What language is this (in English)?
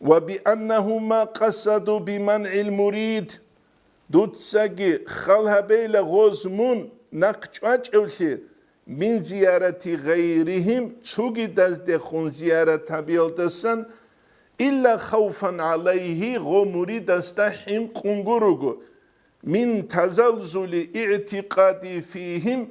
Avaric